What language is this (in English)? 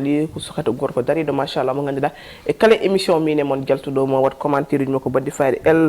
Fula